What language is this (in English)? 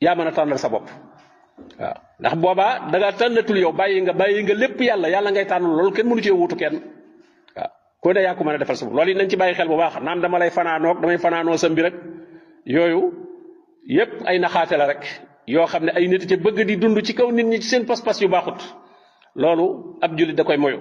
Wolof